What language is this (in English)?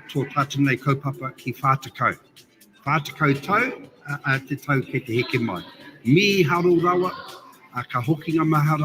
Māori